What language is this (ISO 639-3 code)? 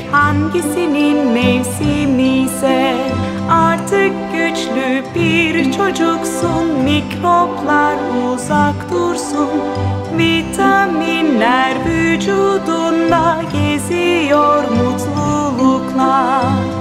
tur